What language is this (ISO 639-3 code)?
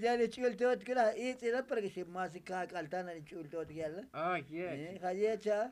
tzo